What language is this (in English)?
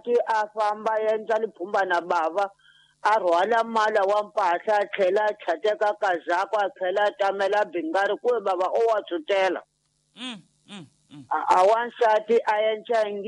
Tsonga